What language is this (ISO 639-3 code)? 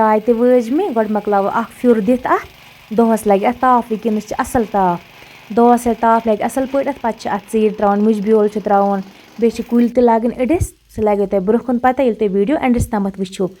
kas